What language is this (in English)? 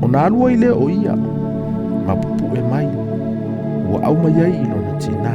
Samoan